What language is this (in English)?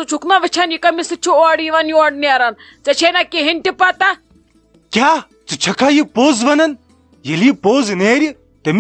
Kashmiri